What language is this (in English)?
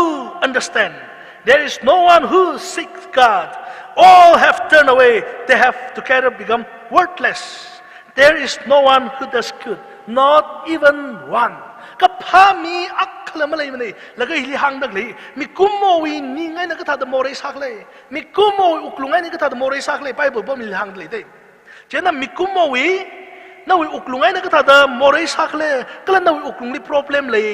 Tangkhul Naga (India)